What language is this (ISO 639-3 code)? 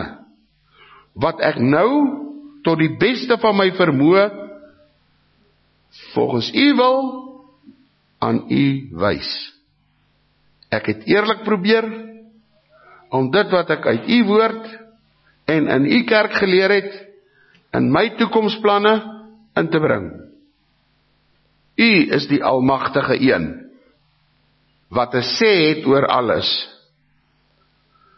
afr